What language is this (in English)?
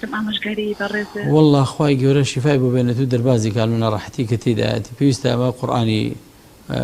Central Kurdish